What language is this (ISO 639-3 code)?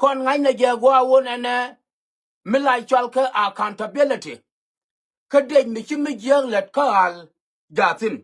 nus